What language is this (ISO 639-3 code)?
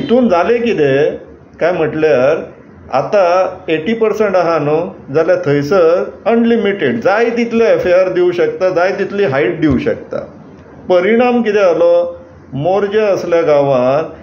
kok